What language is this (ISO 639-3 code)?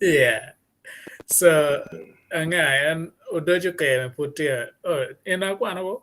ach